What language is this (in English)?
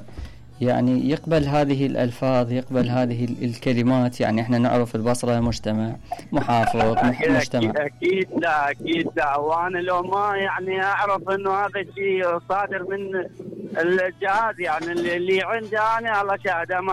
Mesopotamian Arabic